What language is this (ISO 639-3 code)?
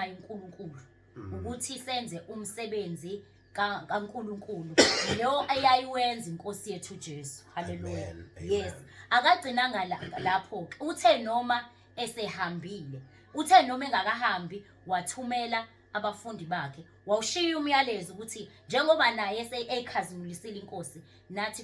zul